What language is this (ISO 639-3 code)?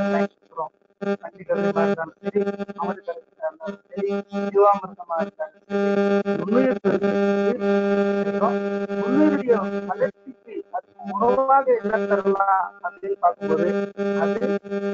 tam